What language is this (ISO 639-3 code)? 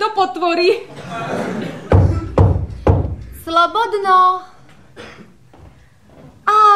slk